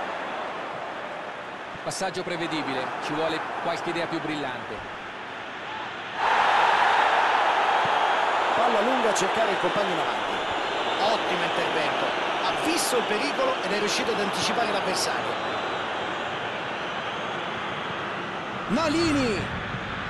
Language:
Italian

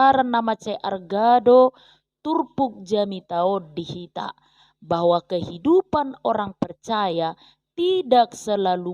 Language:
Batak Toba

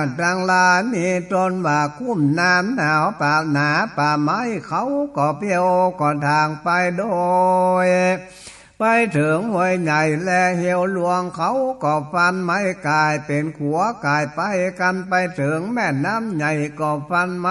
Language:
Northern Thai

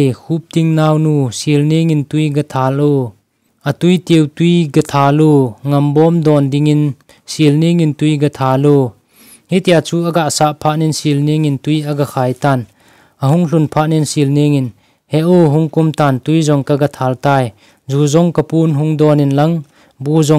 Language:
Thado Chin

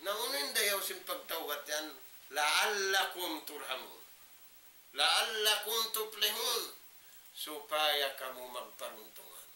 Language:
Tausug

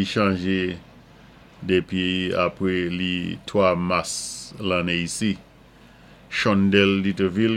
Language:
Saint Lucian Creole French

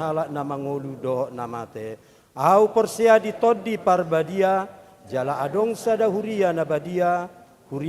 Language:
Batak Toba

